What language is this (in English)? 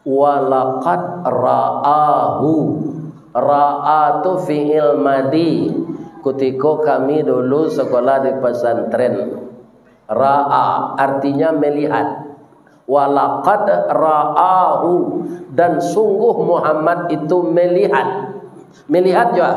Minangkabau